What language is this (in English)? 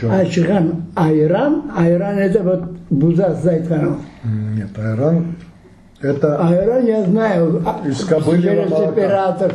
Crimean Tatar